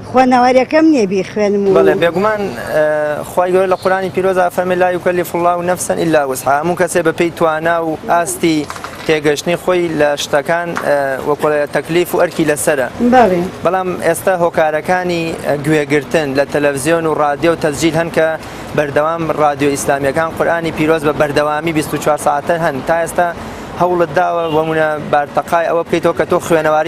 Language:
Central Kurdish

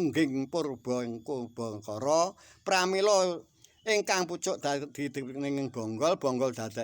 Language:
Javanese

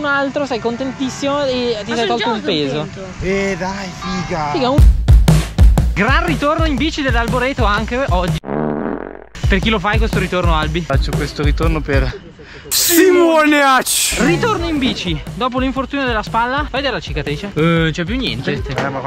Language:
Italian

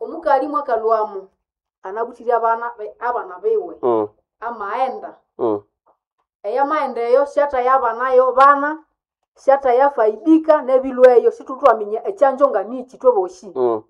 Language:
Nande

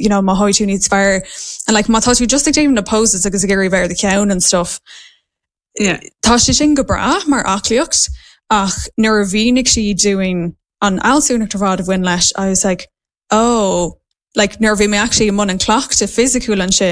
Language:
Irish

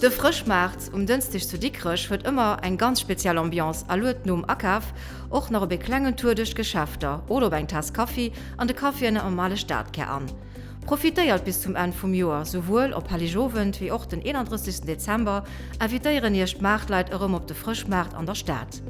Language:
Luxembourgish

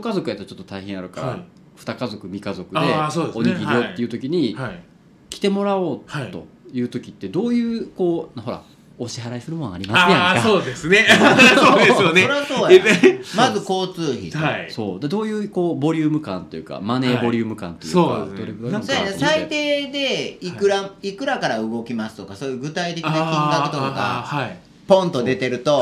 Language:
Japanese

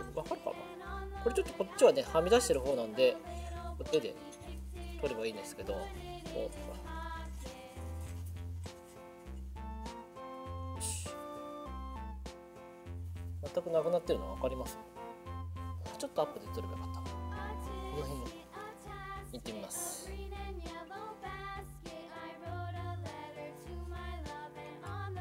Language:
Japanese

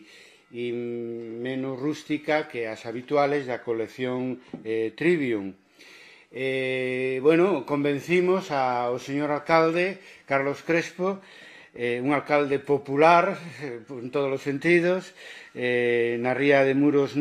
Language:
Galician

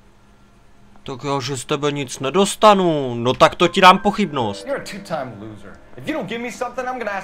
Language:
Czech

